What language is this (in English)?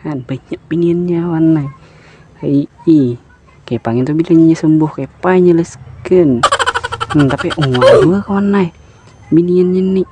Banjar